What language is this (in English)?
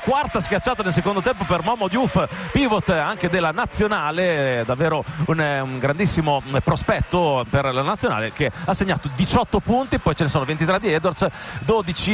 Italian